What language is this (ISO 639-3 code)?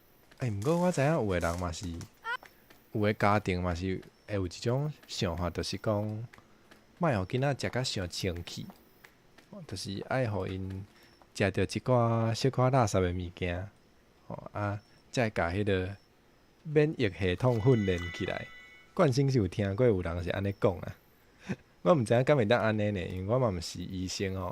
nan